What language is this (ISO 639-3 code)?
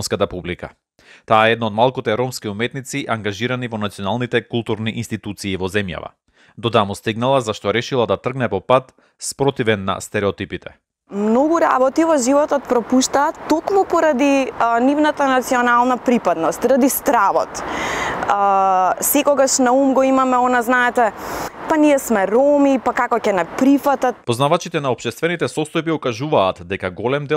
mkd